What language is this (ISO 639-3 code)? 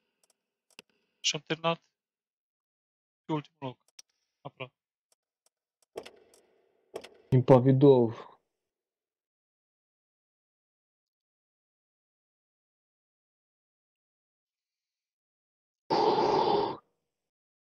ron